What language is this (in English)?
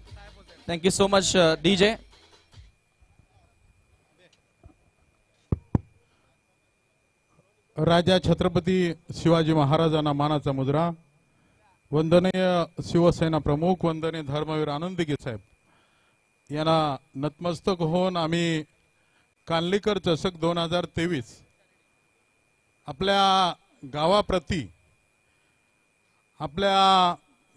Marathi